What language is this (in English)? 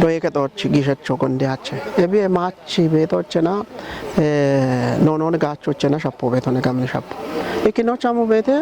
Kafa